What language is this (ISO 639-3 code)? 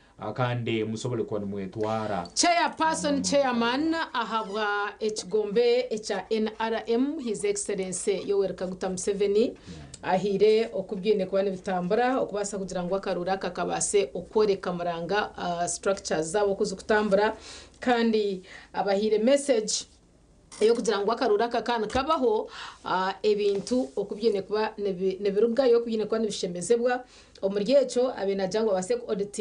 nyn